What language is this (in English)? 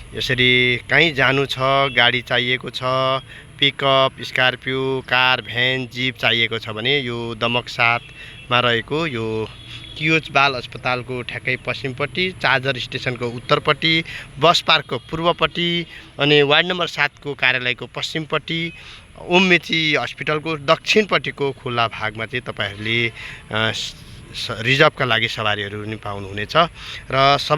Nepali